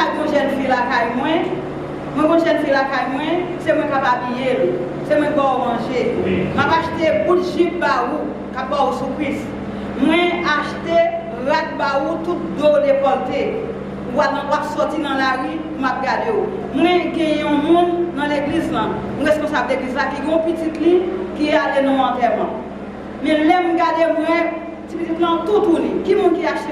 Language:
Haitian Creole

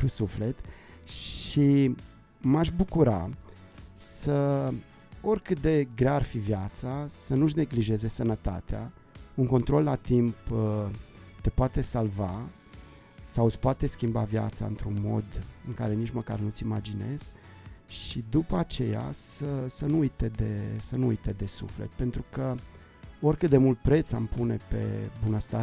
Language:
Romanian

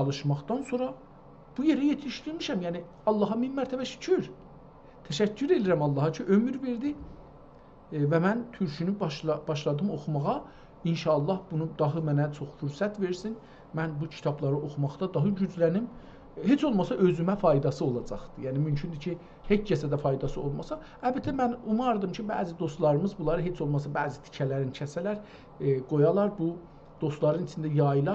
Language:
South Azerbaijani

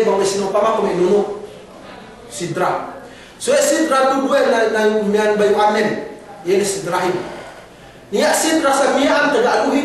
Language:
Yakan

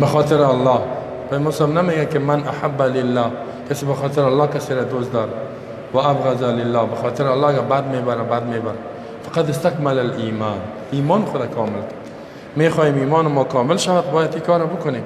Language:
Persian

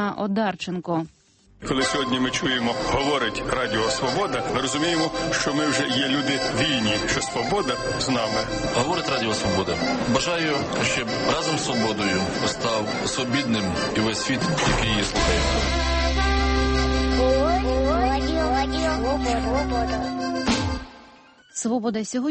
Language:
Ukrainian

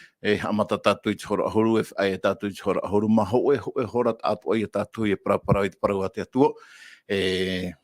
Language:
Tahitian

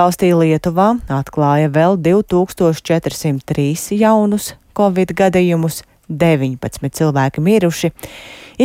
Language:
Latvian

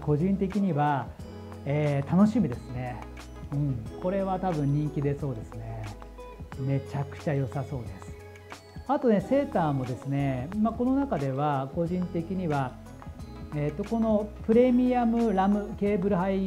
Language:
Japanese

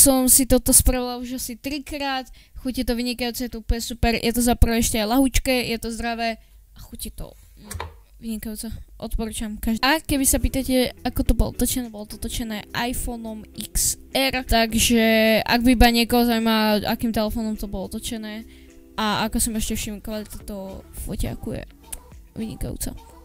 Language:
Slovak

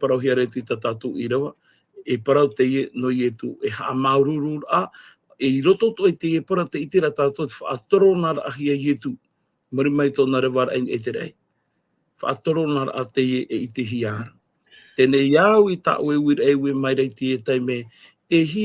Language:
Tahitian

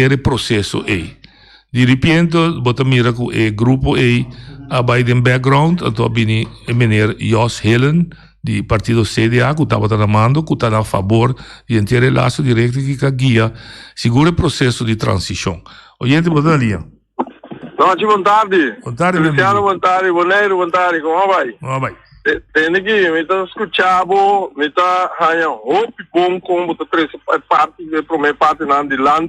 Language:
Papiamento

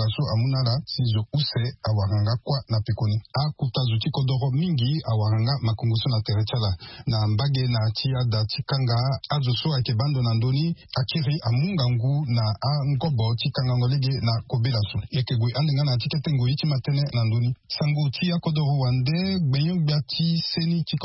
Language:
Sango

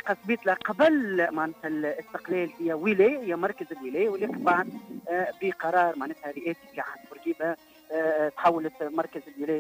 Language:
Tunisian Arabic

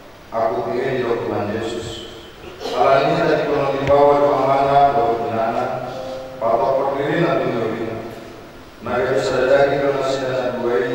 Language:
Batak Toba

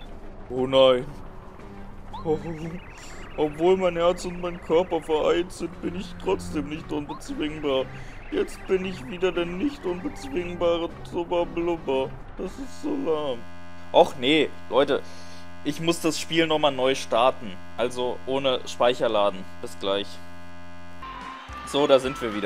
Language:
German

